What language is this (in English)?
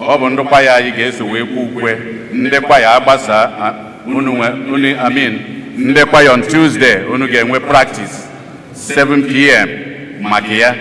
Igbo